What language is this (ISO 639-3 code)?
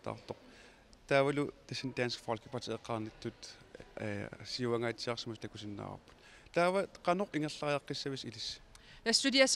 kal